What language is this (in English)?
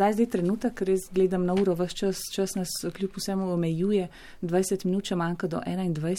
Slovenian